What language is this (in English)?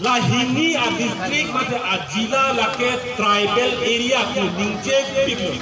Karbi